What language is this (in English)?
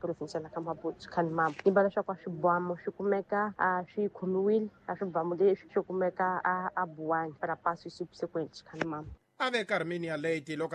Tsonga